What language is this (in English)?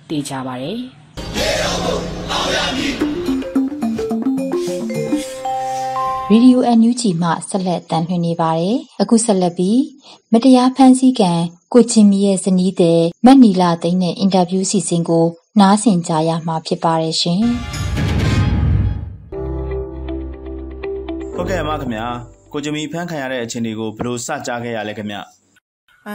Burmese